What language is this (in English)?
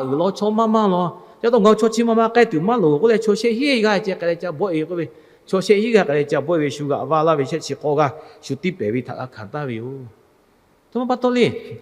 Lahu